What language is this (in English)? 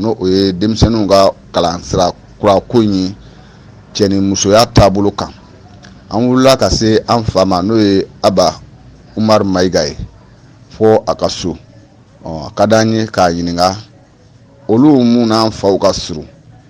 Bambara